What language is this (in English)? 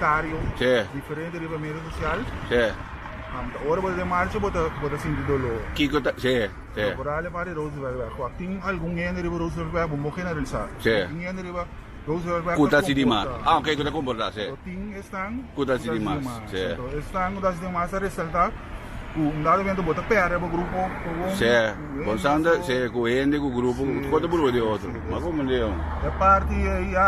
Papiamento